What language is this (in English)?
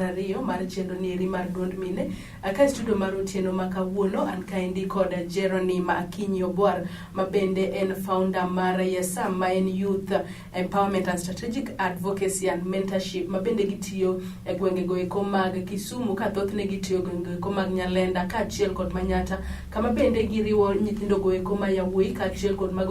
Luo (Kenya and Tanzania)